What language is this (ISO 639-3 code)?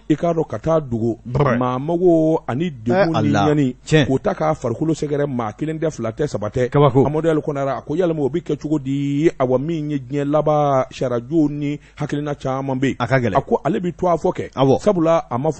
bam